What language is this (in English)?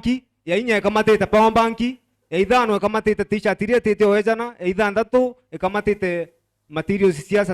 Meru